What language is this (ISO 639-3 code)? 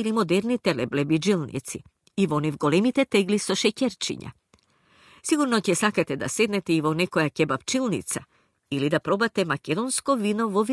mkd